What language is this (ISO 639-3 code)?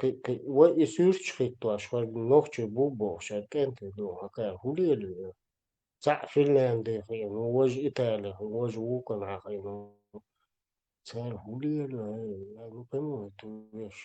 che